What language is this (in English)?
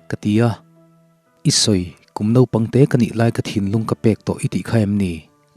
Mizo